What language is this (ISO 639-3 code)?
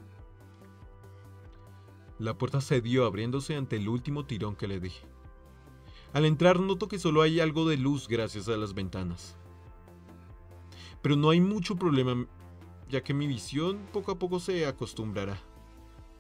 spa